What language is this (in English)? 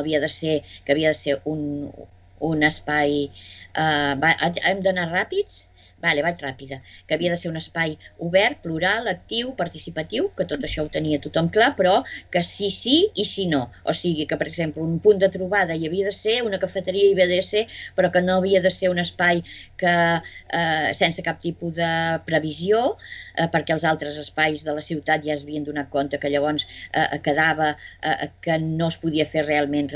Catalan